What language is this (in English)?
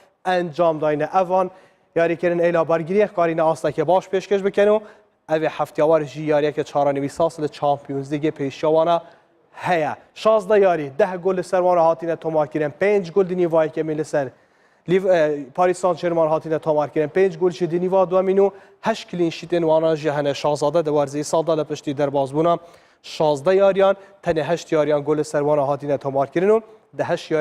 Kurdish